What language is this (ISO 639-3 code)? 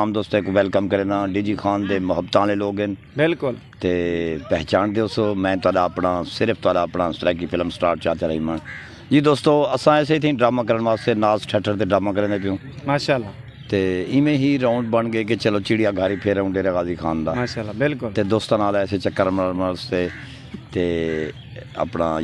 skr